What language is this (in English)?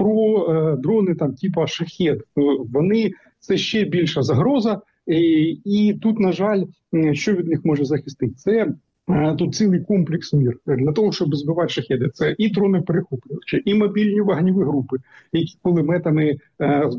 Ukrainian